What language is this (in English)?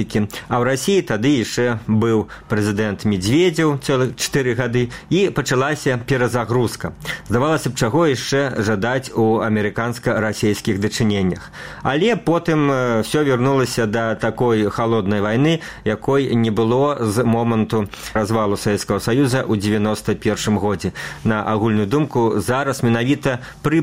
Belarusian